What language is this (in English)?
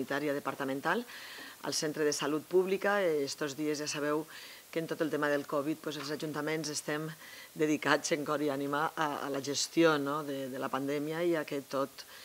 Catalan